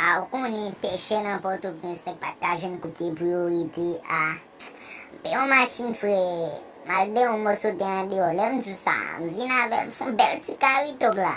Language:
Haitian Creole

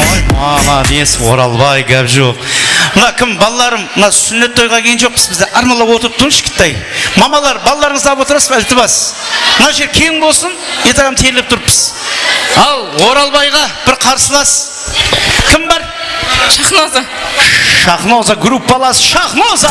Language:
Kara-Kalpak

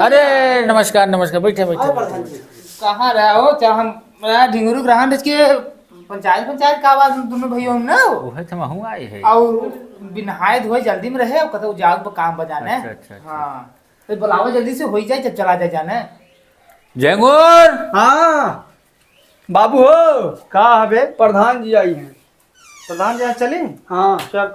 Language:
Awadhi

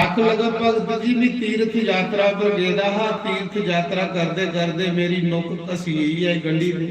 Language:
Dogri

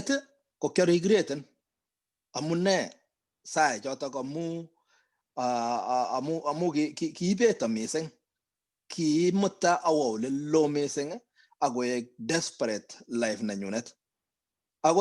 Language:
Kalenjin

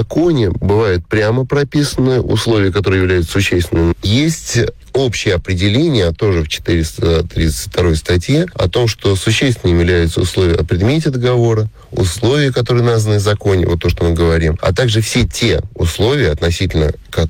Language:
Russian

